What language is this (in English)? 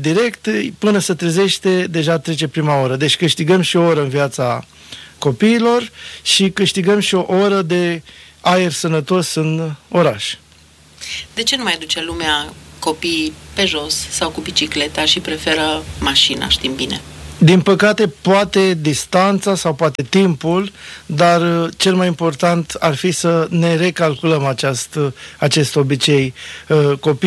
Romanian